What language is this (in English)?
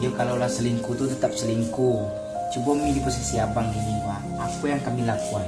Minangkabau